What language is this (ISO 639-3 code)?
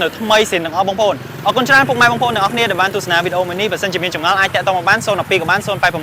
khm